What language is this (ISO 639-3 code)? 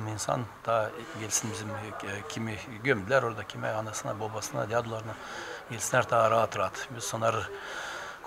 gag